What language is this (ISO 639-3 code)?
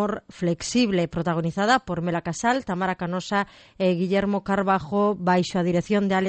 glg